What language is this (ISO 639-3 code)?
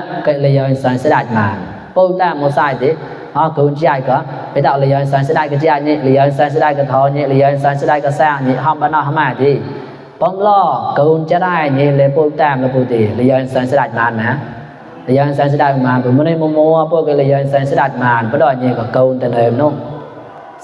mnw